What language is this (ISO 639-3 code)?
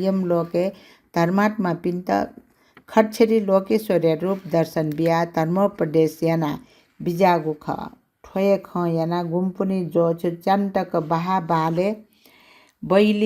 new